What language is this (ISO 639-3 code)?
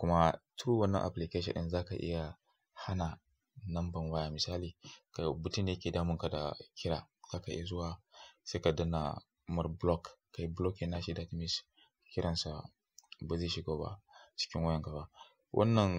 hau